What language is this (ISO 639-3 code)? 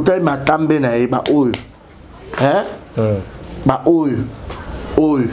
lin